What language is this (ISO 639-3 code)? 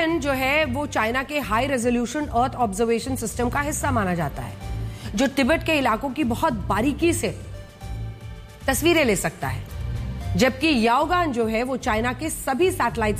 hin